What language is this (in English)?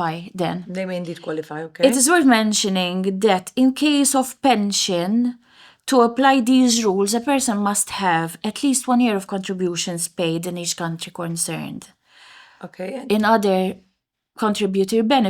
English